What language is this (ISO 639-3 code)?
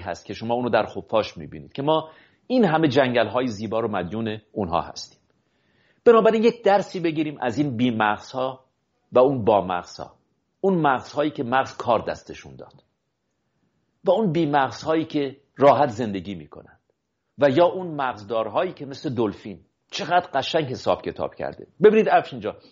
fas